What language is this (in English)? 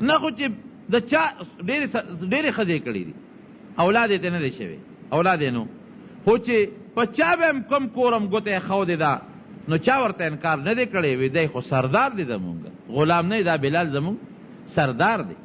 Pashto